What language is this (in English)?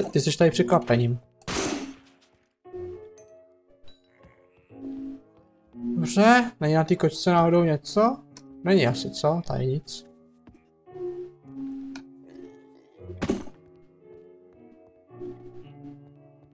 Czech